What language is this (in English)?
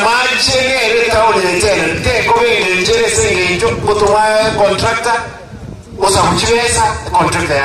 Gusii